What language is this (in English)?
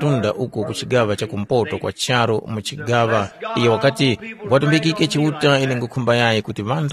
Tumbuka